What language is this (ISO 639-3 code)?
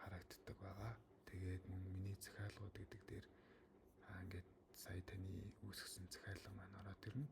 mon